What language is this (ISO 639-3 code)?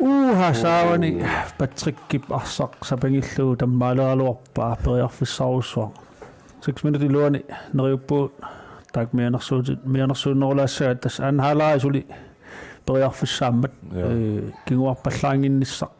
kal